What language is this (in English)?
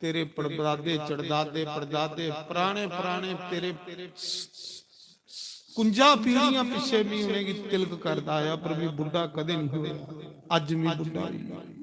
Dogri